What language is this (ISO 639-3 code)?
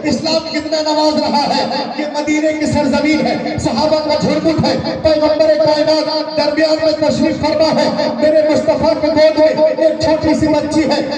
urd